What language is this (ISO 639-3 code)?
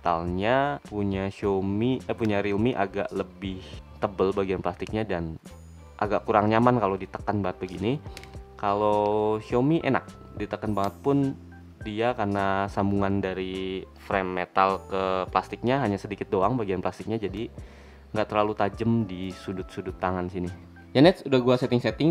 ind